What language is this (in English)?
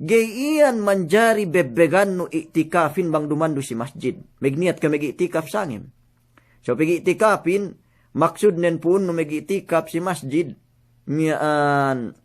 Yakan